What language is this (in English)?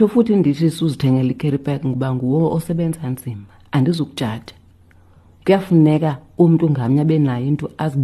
Xhosa